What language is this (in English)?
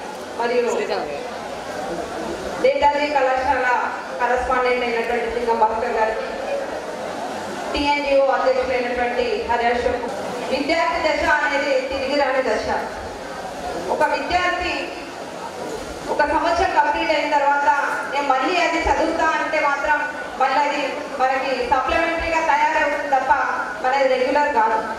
Telugu